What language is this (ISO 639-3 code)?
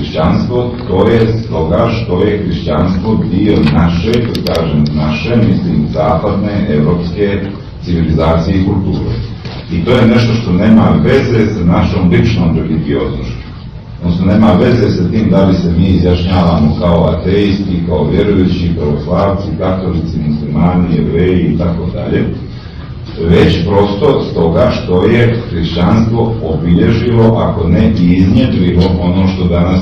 srp